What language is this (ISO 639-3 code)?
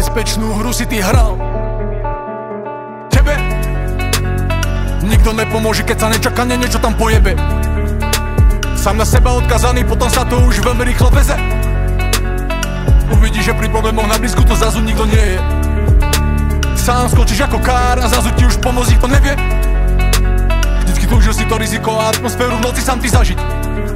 slk